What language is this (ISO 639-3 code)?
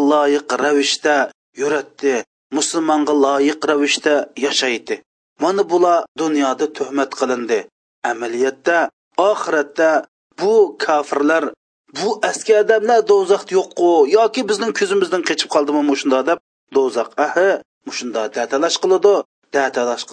uig